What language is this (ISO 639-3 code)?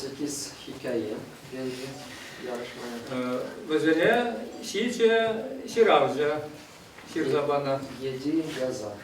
chv